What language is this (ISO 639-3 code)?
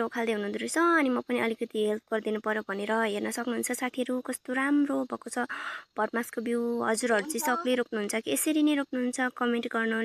nep